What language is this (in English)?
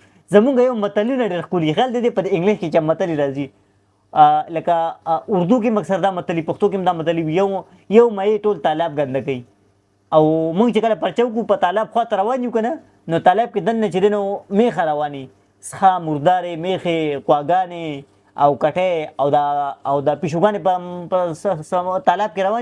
Pashto